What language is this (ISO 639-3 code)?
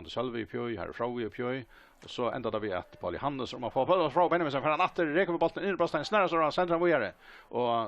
fao